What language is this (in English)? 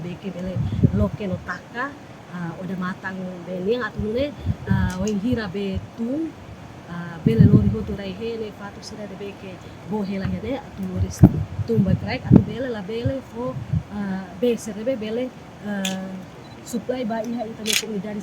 Tetum